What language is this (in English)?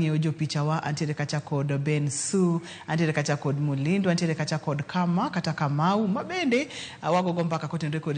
Luo (Kenya and Tanzania)